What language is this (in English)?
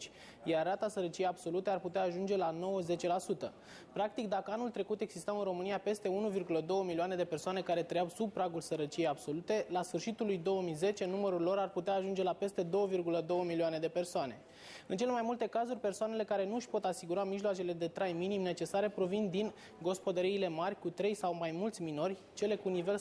Romanian